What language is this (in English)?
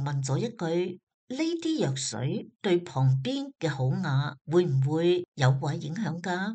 Cantonese